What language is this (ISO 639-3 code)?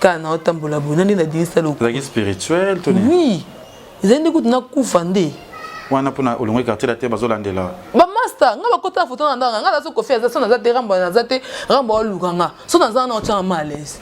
lin